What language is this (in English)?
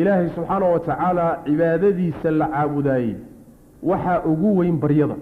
Somali